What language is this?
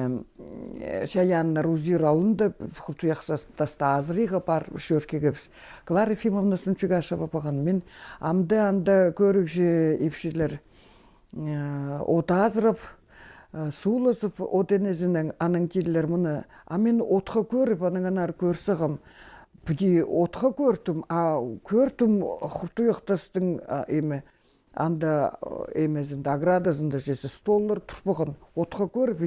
Khakas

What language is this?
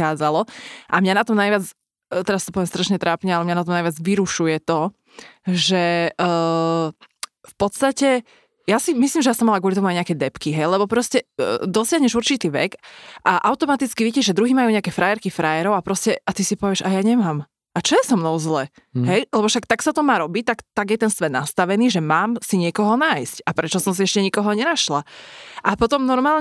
Slovak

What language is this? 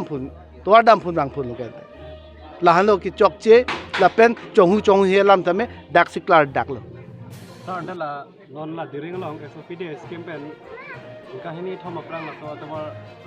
Karbi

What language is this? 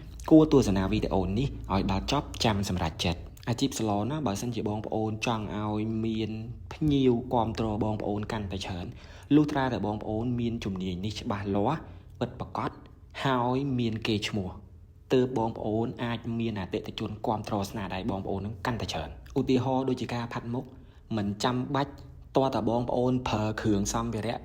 Khmer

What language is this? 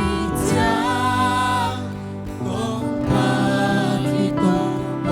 Tedim Chin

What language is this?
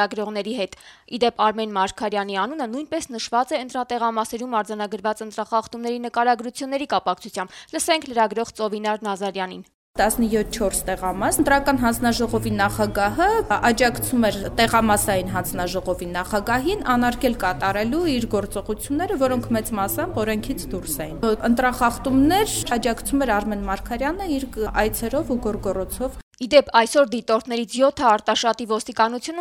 Armenian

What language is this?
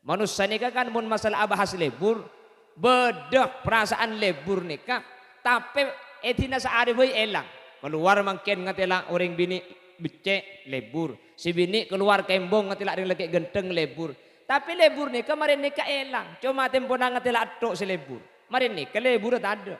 Madurese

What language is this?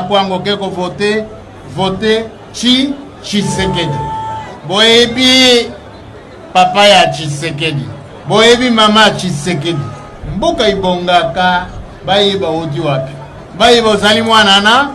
Lingala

